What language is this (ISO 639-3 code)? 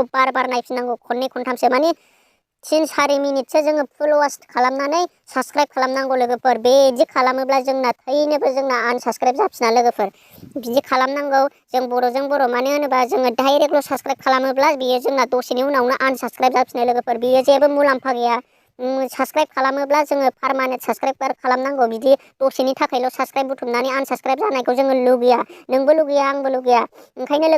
brx